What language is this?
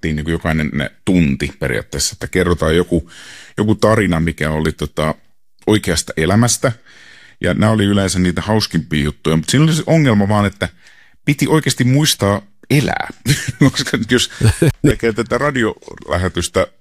Finnish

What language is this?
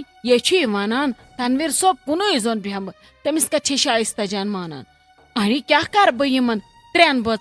Kashmiri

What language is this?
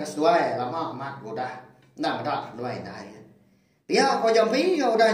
Iban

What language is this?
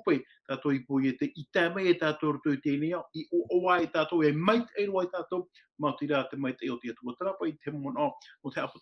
Tahitian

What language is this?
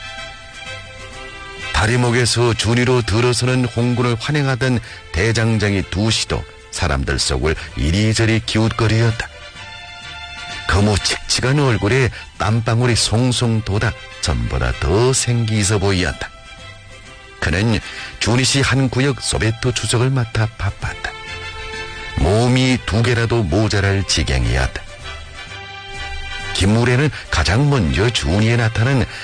Korean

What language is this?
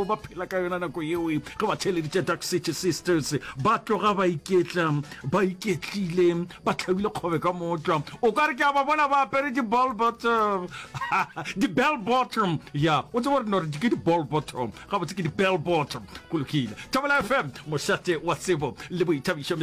Northern Sotho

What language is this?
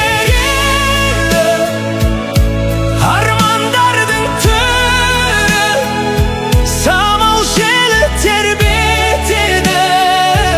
Kazakh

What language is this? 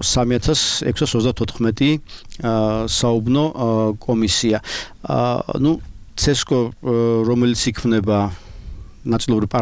Georgian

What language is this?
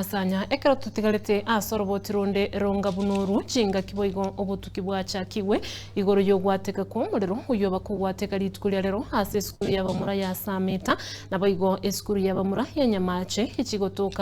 Gusii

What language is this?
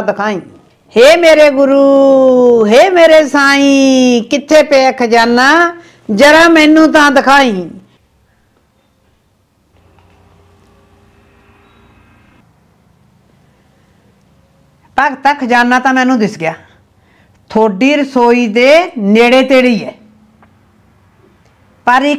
Punjabi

